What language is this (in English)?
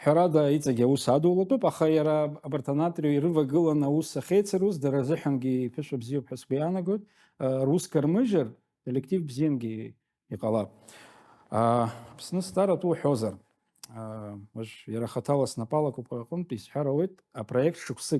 Abkhazian